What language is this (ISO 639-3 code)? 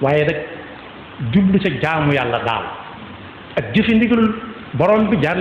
wol